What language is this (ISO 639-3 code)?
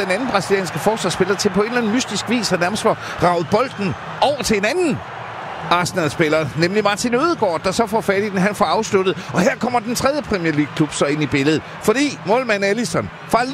dan